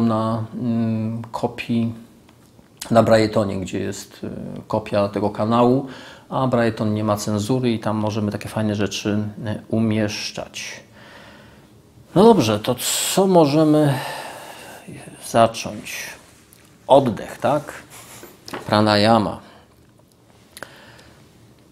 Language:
Polish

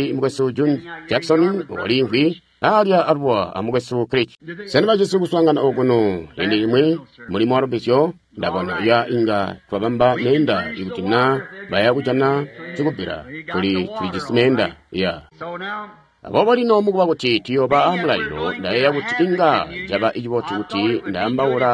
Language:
Tonga (Zambia)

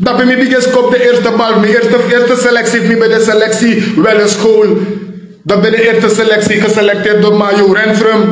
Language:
Sranan Tongo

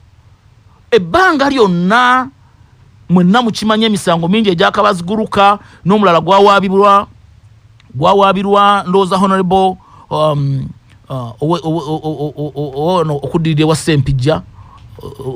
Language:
Ganda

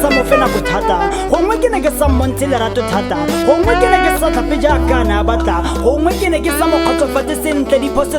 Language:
Tswana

